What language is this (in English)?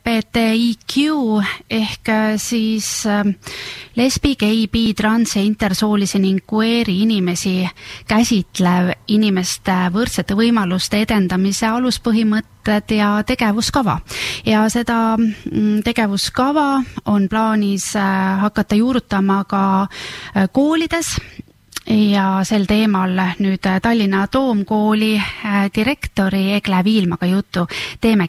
Estonian